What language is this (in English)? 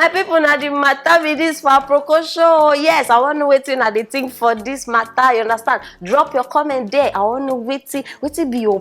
Nigerian Pidgin